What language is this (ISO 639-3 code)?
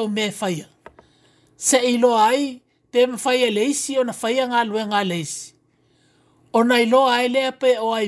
smo